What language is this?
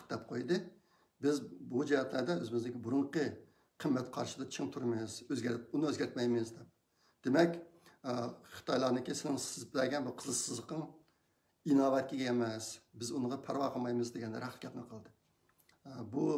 Uyghur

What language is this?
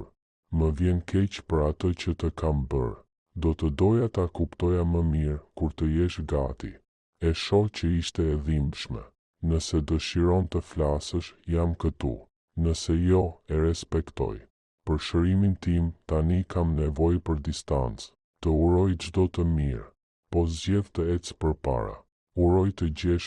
Albanian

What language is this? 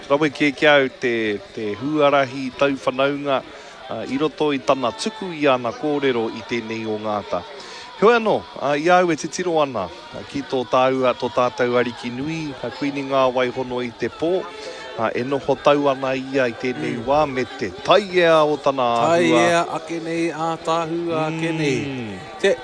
Māori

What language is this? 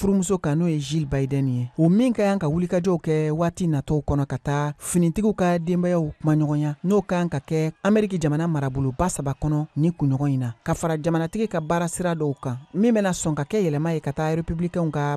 Bambara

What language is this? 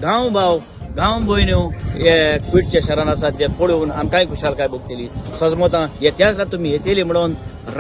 Konkani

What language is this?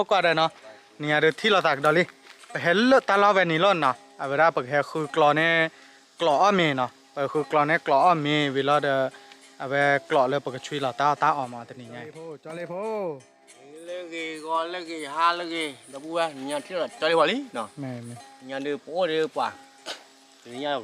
S'gaw Karen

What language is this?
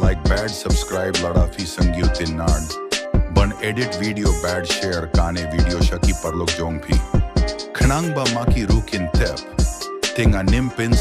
Khasi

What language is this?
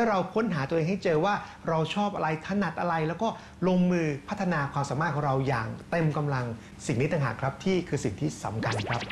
Thai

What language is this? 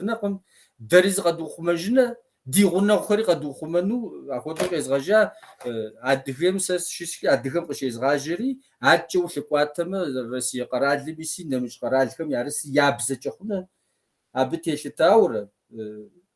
Kabardian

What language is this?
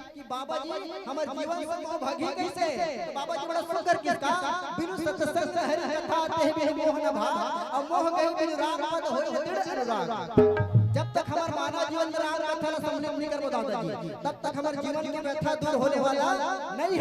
Chhattisgarhi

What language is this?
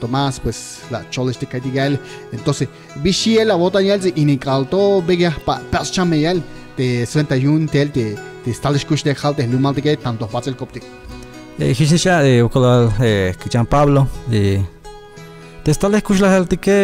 Tzeltal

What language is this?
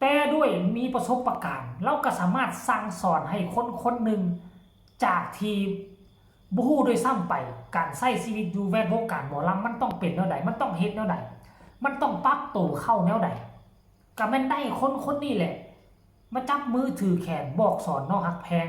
Northeastern Thai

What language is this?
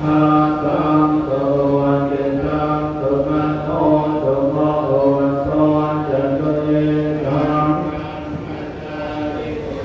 Pali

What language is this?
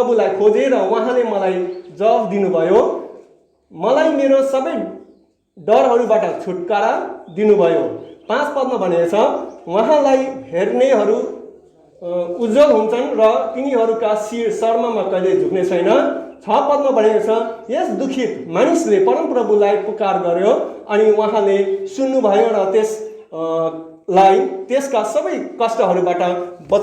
Nepali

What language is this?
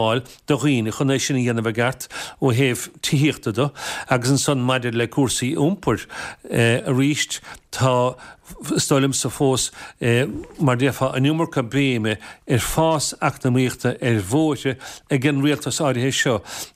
Irish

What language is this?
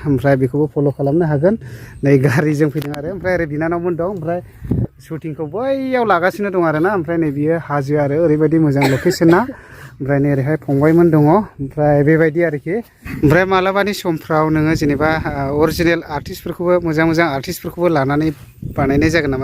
Bodo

